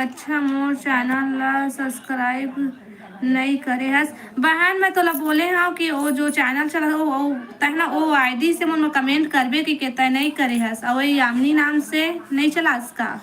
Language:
Chhattisgarhi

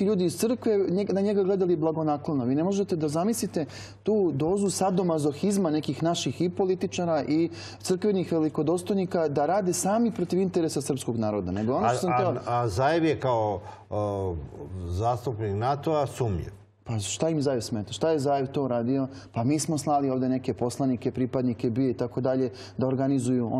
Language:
Serbian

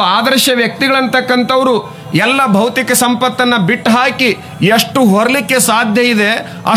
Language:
Kannada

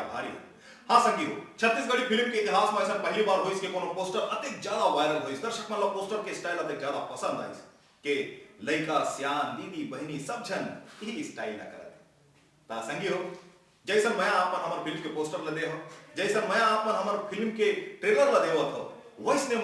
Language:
Chhattisgarhi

